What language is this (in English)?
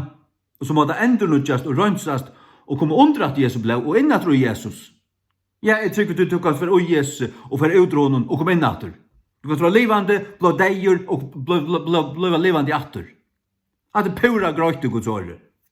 Faroese